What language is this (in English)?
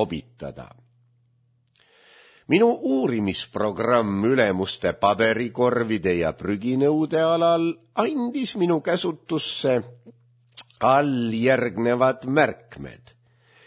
Estonian